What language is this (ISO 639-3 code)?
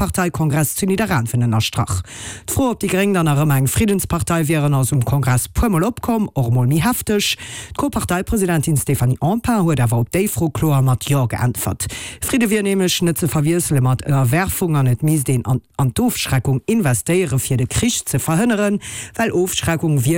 ltz